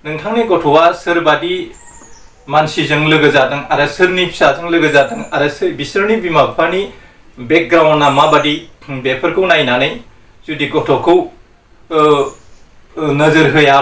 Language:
Bodo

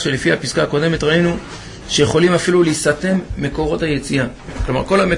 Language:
Hebrew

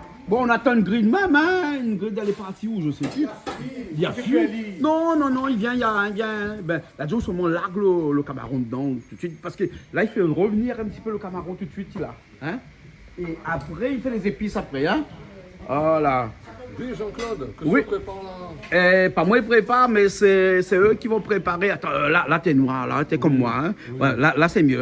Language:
Réunion Creole French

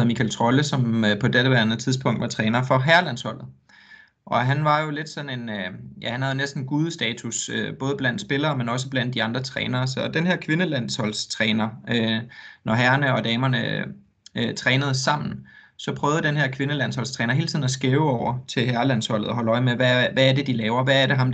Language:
Danish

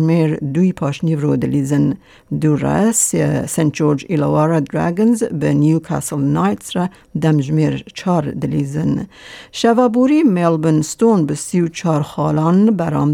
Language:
Kurdish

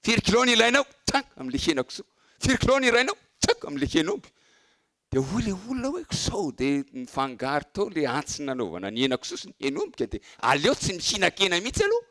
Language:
Malagasy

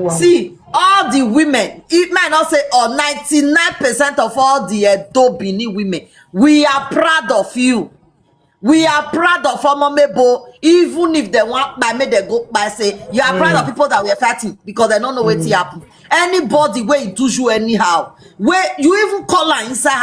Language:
Nigerian Pidgin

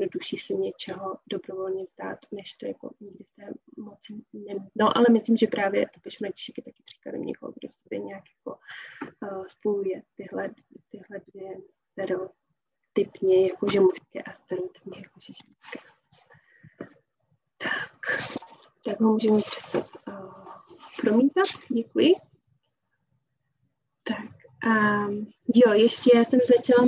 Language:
Czech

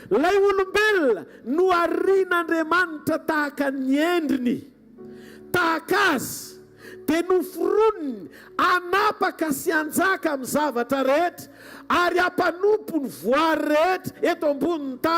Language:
Malagasy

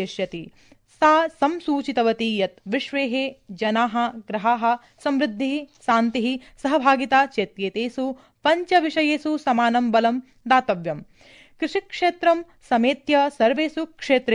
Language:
Sanskrit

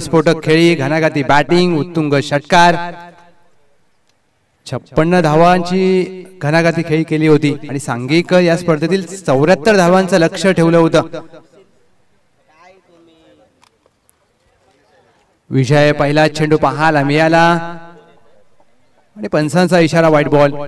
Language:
Marathi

